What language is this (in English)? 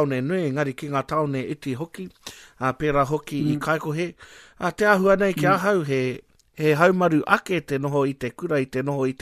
Māori